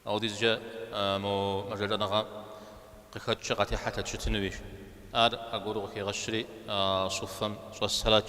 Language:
Kabardian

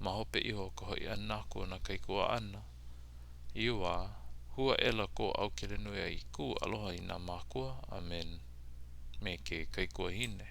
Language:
Hawaiian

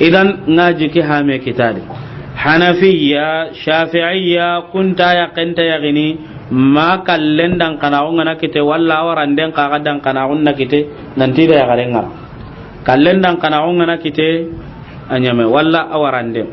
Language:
Soninke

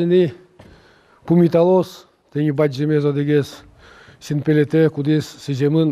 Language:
Udmurt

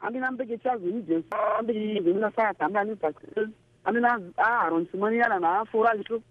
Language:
Sango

